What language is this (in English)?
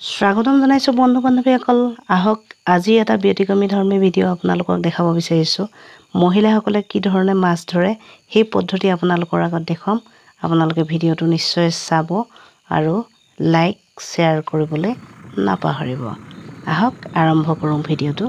Assamese